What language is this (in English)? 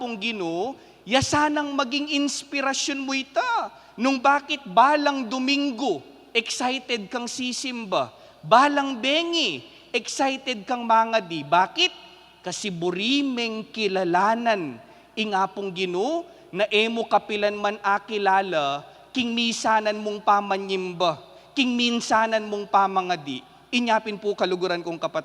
Pampanga